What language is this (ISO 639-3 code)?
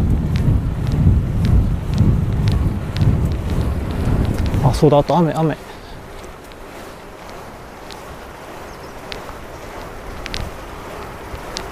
jpn